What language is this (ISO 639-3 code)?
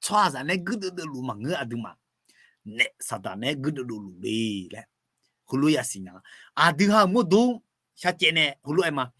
ahk